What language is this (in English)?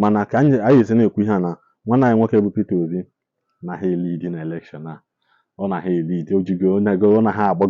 Igbo